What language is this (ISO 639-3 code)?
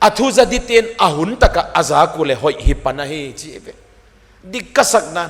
pck